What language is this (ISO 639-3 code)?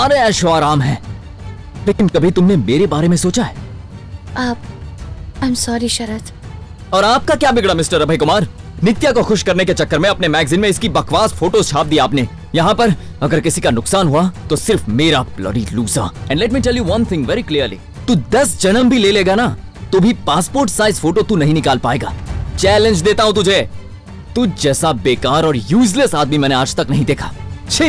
hin